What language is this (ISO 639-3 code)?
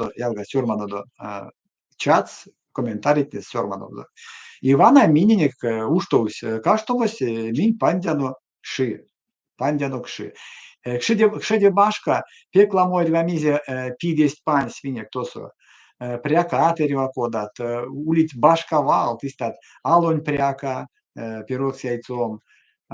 myv